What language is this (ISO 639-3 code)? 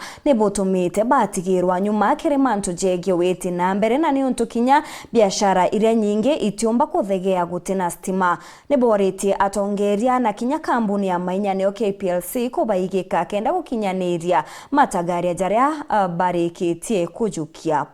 mer